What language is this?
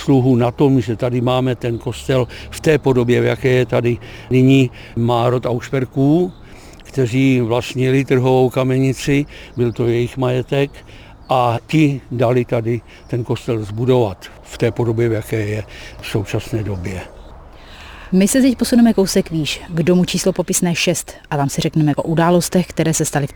Czech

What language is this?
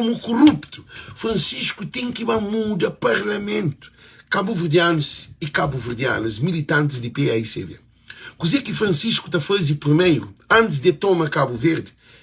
Kabuverdianu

